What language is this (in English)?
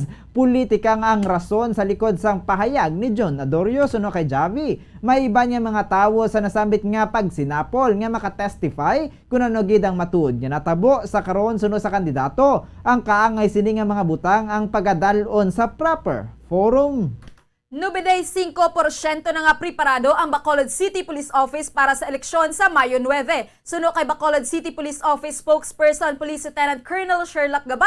Hiligaynon